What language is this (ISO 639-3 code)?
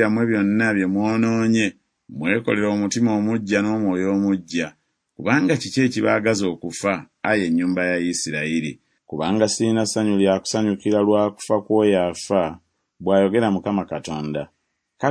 lug